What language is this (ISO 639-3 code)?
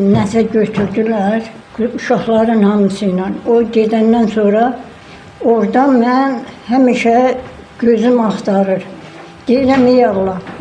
aze